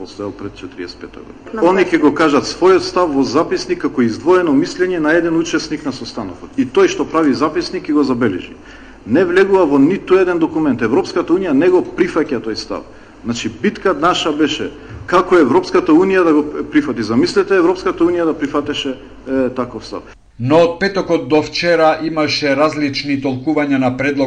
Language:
Macedonian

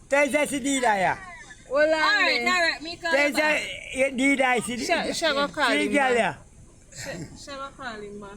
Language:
Jamaican Creole English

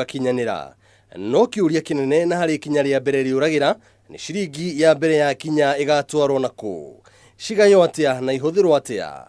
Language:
Kikuyu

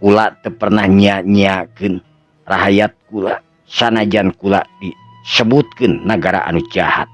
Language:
Sundanese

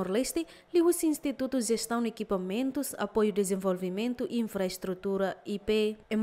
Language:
Tetum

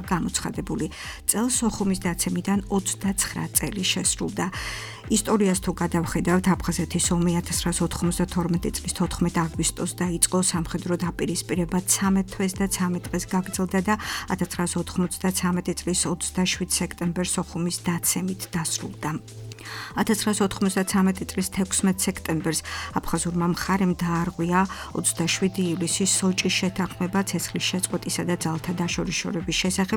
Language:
Georgian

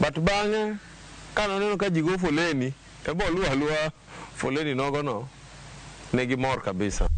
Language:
Luo (Kenya and Tanzania)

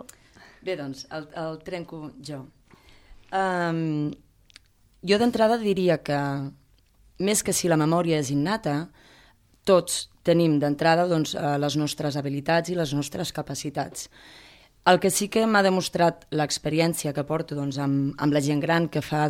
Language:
Catalan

